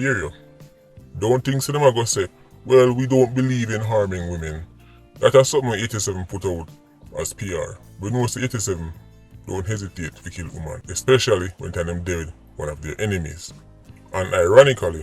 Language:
Jamaican Creole English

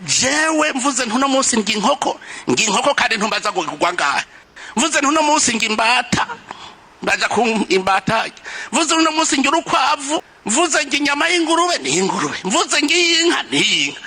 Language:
Rundi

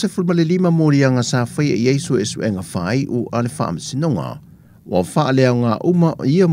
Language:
Samoan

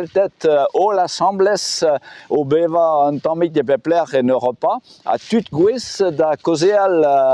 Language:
Breton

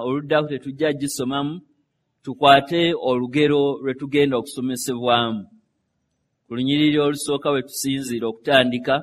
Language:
Ganda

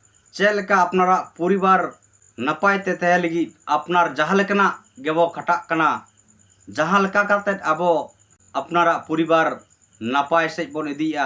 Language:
Santali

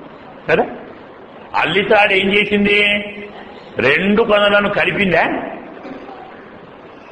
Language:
Telugu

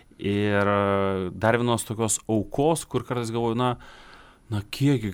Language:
Lithuanian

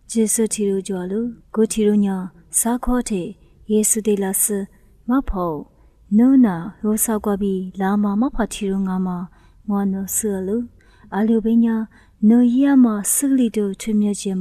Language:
Lisu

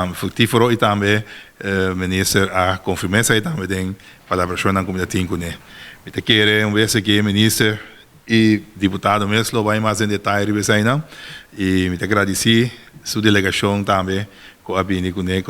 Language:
Papiamento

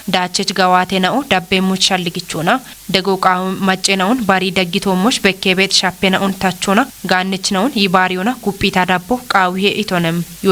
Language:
Kafa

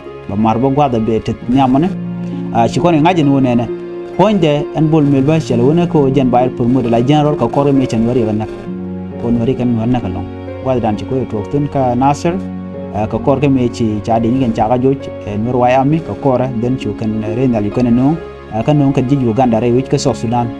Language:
Nuer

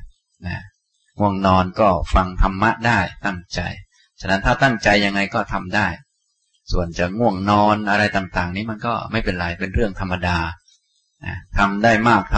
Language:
Thai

